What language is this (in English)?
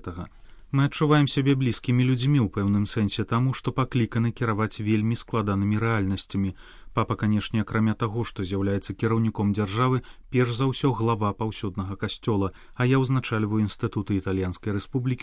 Belarusian